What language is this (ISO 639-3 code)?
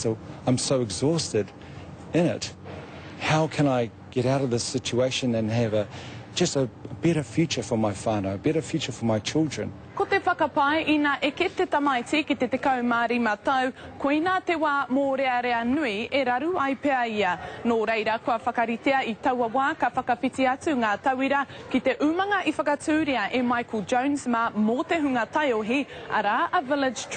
mri